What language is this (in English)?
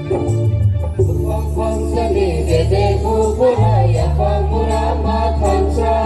Kok Borok